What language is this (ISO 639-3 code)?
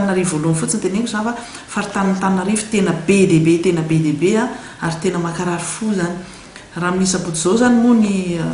mlg